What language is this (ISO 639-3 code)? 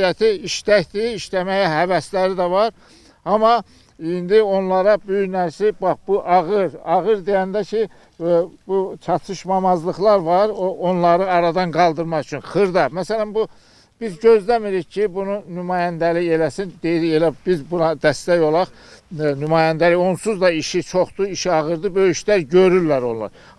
aze